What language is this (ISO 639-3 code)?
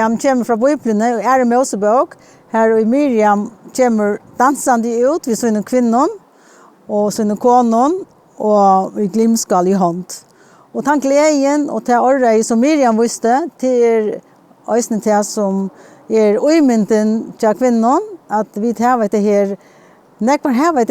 fao